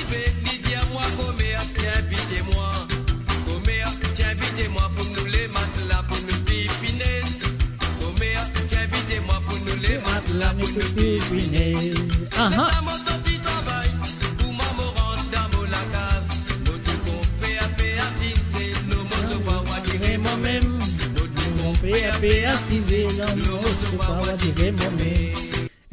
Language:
Morisyen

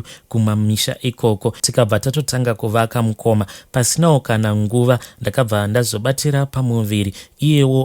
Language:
Shona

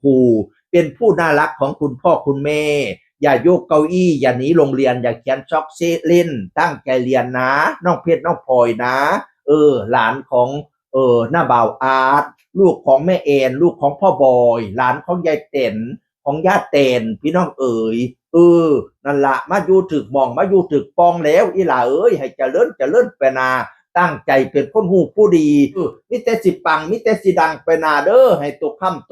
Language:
Northeastern Thai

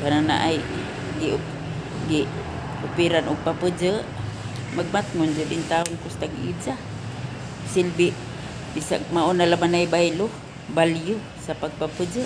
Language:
Cebuano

